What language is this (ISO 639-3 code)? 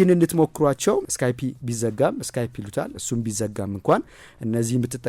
amh